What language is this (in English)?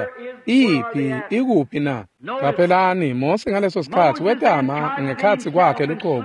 Swati